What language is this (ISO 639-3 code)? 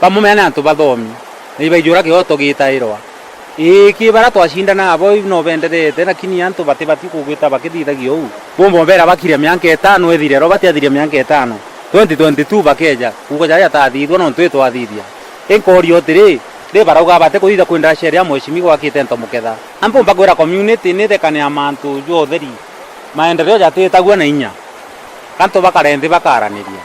mer